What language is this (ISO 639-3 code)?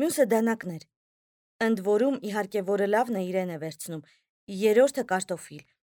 hye